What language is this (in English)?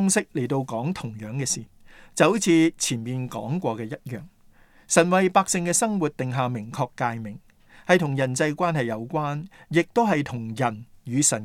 Cantonese